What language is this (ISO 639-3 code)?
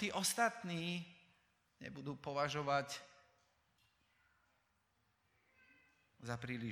slk